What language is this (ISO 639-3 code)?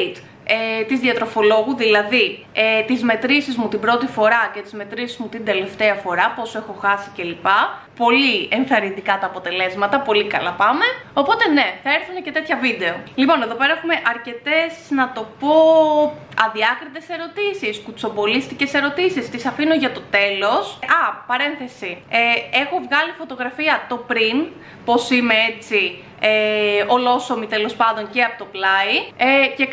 ell